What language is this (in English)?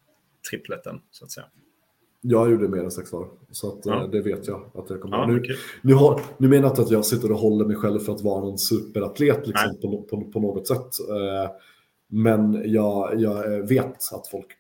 Swedish